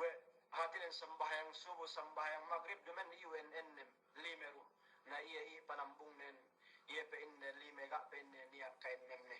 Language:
Yakan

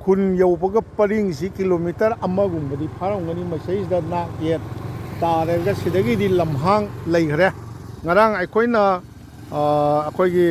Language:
Manipuri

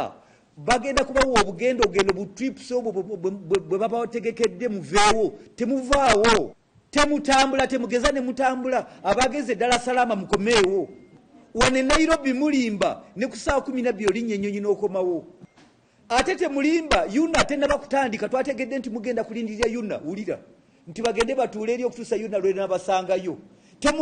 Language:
Ganda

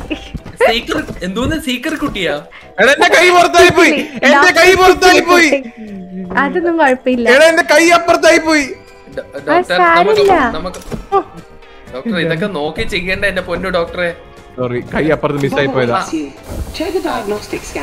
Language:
Malayalam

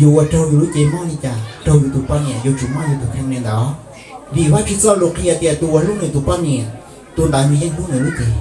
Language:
Hmong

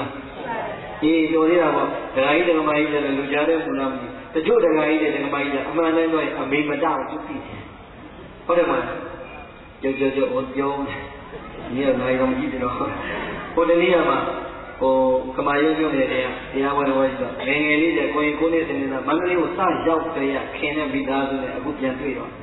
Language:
Burmese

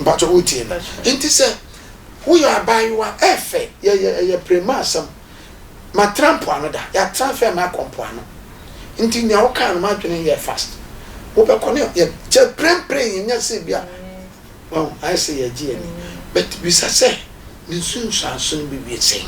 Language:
Akan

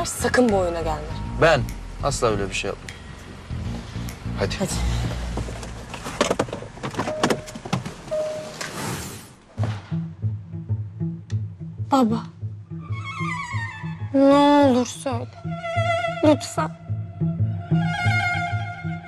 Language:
Turkish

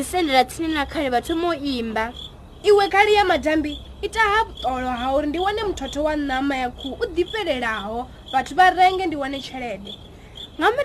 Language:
Venda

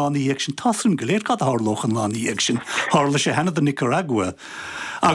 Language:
Irish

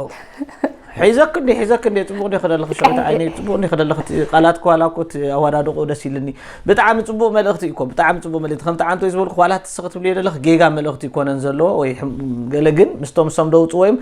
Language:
Tigrinya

